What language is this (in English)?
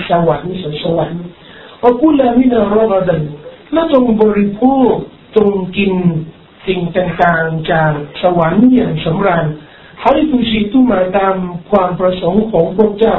Thai